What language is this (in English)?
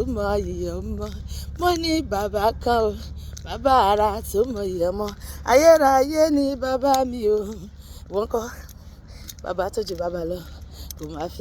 Yoruba